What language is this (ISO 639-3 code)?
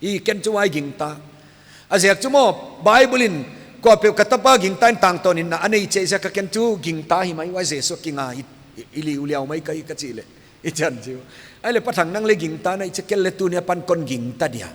pck